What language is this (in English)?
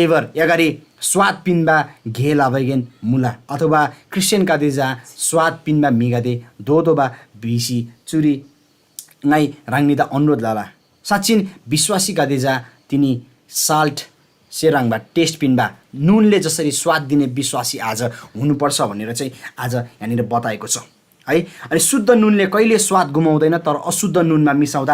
Eastern Tamang